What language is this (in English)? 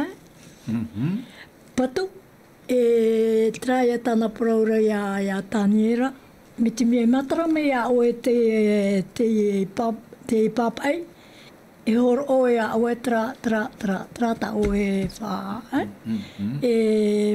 Tahitian